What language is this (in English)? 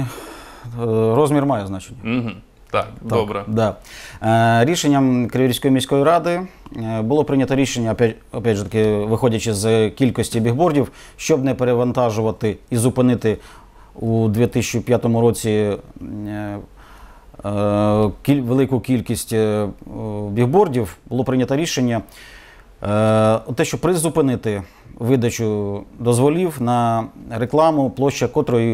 Ukrainian